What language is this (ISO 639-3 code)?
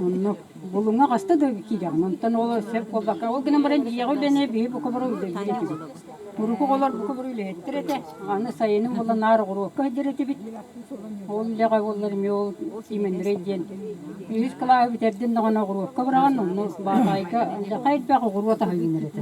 sah